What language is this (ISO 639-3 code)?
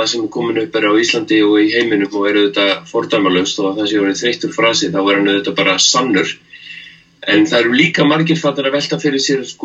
isl